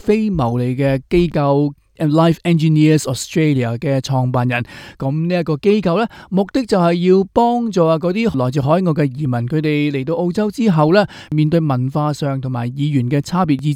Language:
Cantonese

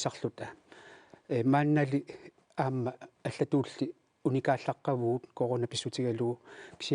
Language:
Kalaallisut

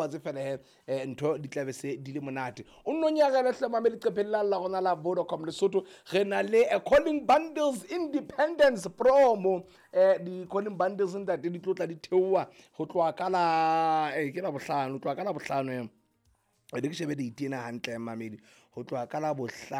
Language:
Southern Sotho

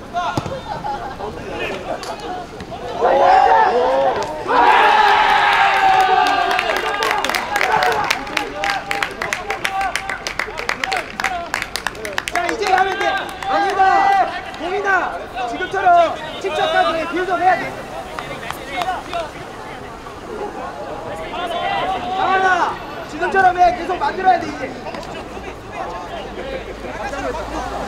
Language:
Korean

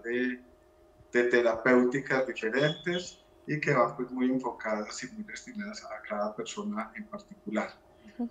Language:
Spanish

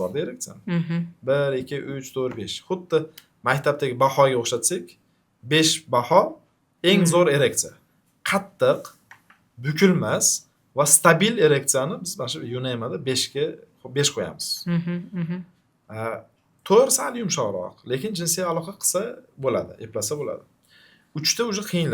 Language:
Uzbek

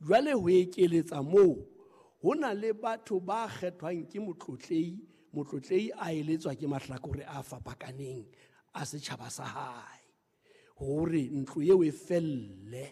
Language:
Southern Sotho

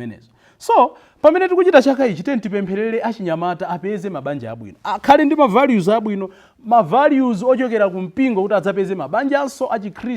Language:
Nyanja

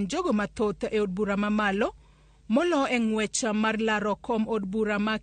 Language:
Luo (Kenya and Tanzania)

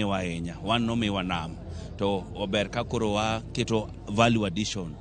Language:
Luo (Kenya and Tanzania)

